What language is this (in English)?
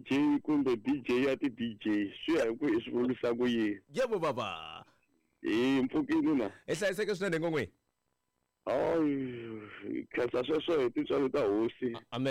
Tsonga